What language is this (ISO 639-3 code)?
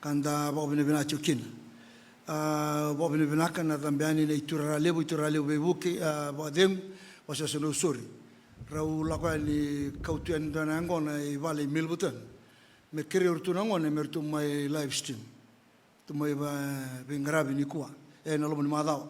fij